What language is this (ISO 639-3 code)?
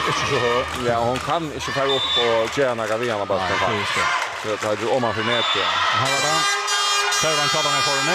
fao